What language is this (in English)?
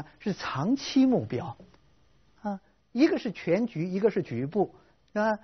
Chinese